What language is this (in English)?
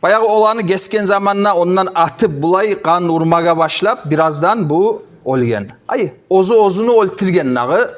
Kumyk